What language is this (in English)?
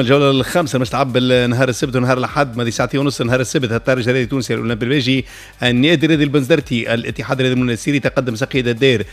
Tunisian Arabic